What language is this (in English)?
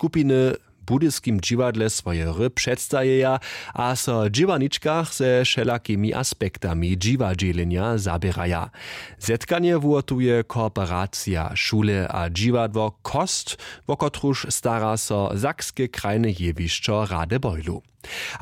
Upper Sorbian